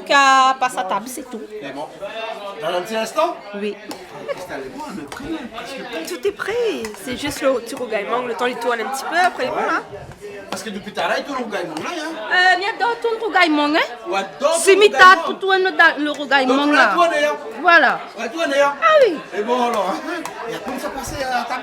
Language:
Réunion Creole French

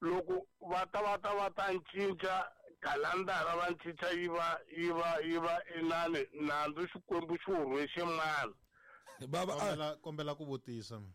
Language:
Tsonga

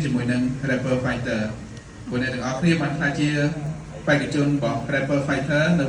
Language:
Khmer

